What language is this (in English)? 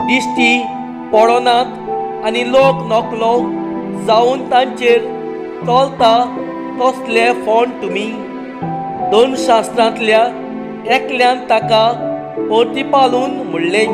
Konkani